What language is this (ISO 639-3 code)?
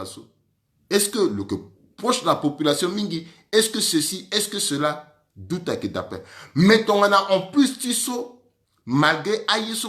sag